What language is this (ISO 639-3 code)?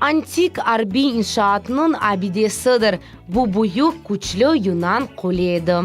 crh